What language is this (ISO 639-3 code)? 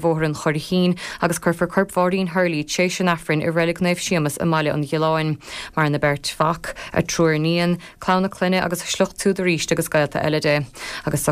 gle